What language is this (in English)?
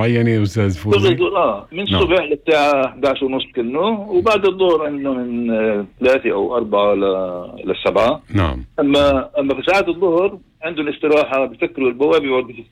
North Levantine Arabic